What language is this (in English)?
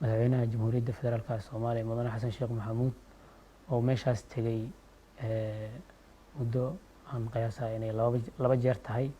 Somali